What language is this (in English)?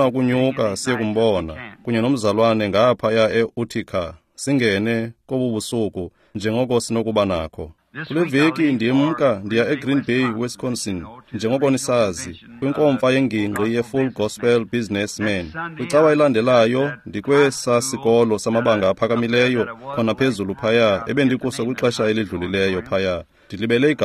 Xhosa